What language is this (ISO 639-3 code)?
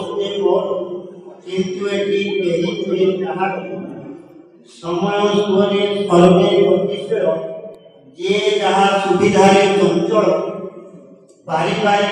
ori